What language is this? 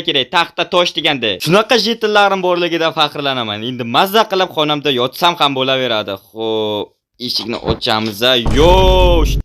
Uzbek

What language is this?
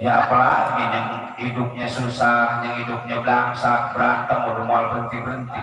Betawi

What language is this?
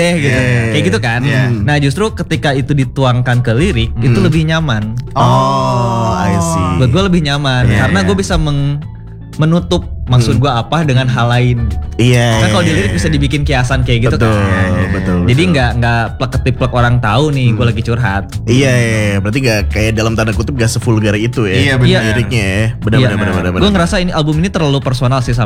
Indonesian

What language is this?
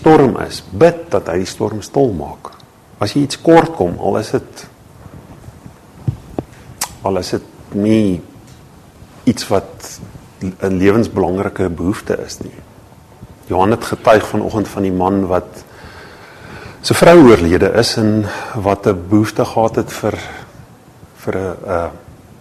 Afrikaans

